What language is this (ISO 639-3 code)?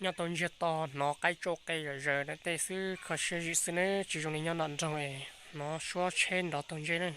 hmn